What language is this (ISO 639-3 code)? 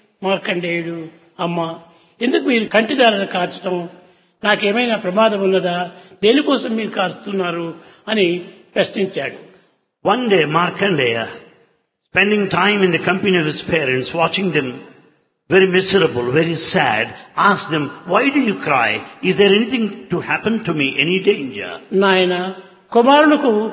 tel